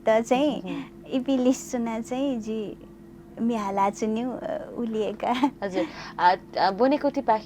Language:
Newari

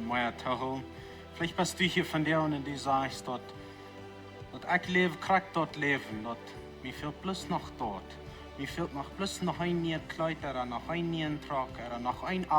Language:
Plautdietsch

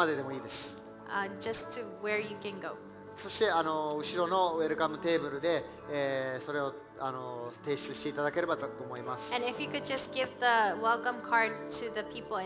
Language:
Japanese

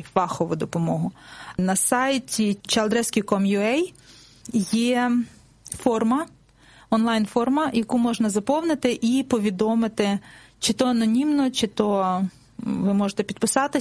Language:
Ukrainian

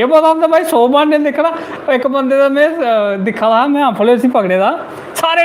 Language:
Dogri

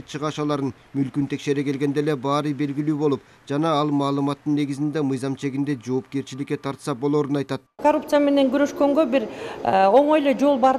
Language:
Kyrgyz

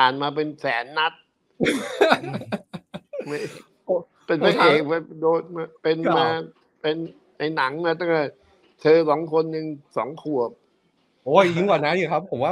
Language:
Thai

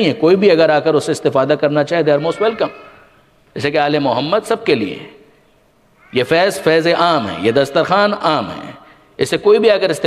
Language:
Urdu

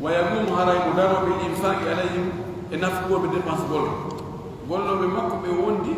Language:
Fula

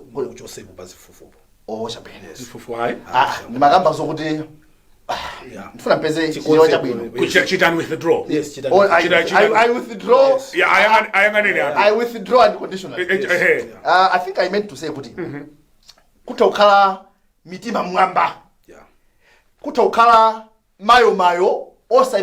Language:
Nyanja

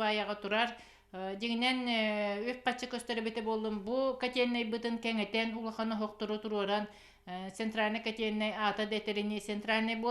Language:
Yakut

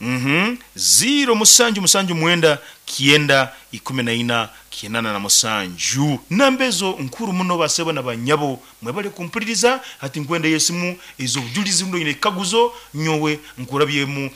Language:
Nyoro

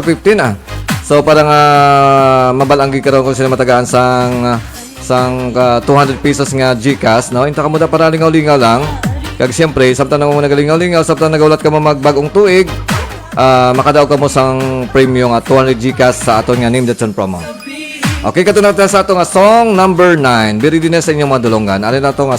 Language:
Hiligaynon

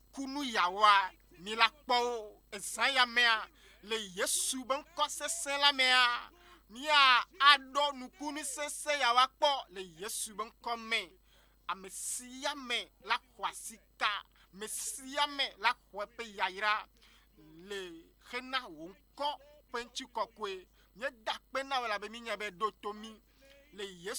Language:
Ewe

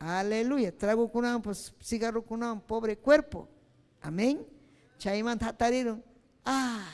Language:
Ayacucho Quechua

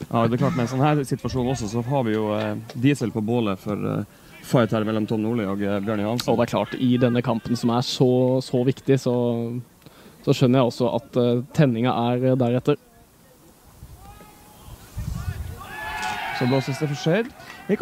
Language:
Norwegian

